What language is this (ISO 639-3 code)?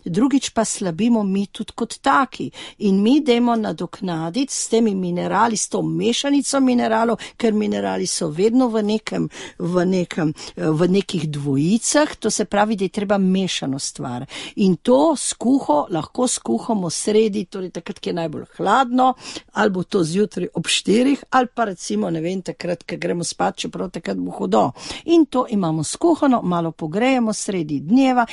slv